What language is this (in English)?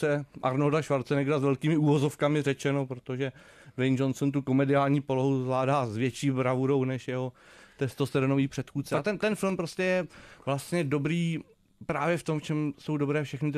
Czech